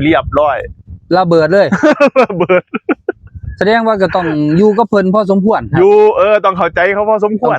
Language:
Northeastern Thai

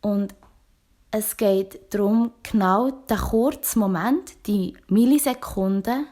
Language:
Swiss German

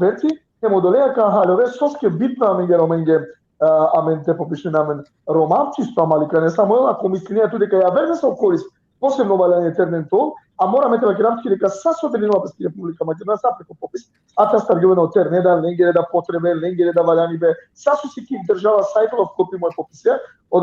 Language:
Balkan Romani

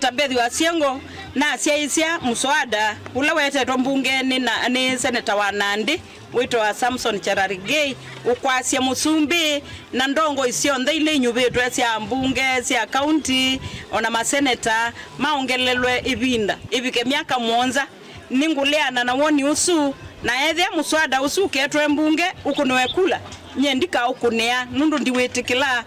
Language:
Kamba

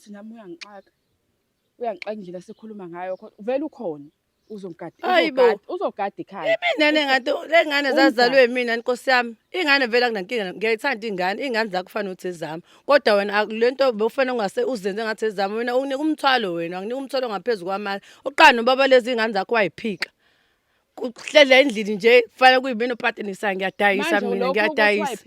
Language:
Zulu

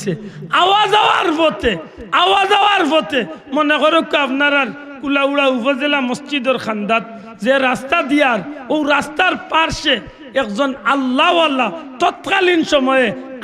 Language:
Sylheti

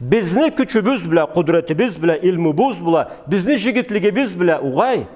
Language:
Karachay-Balkar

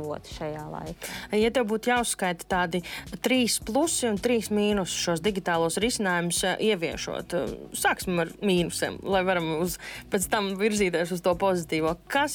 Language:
Latvian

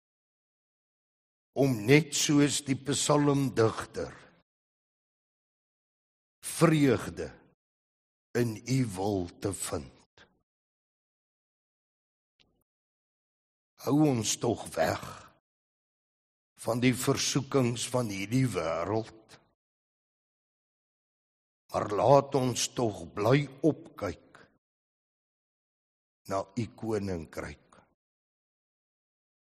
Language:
Afrikaans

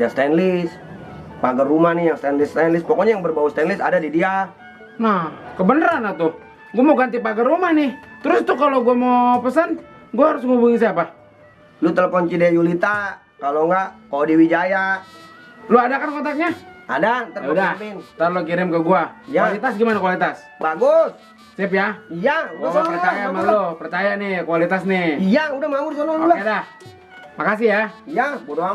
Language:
Betawi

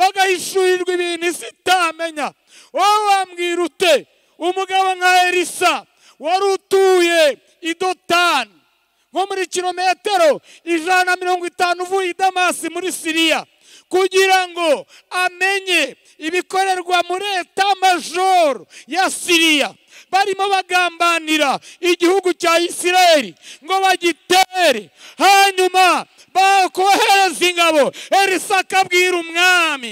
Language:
Kinyarwanda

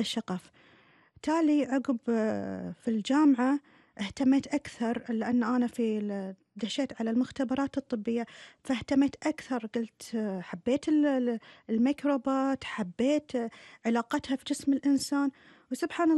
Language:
Gulf Arabic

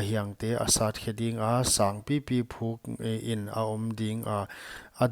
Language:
Paite Chin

